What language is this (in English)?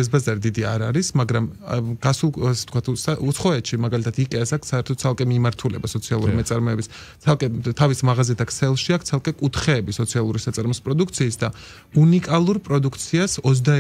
Georgian